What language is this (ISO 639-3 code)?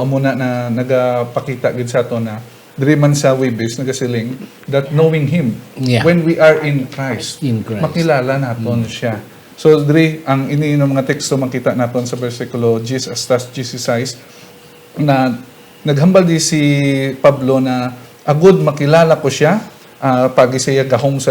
hil